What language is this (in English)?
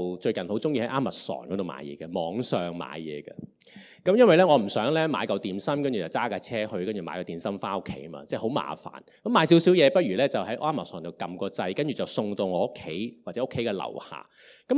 Cantonese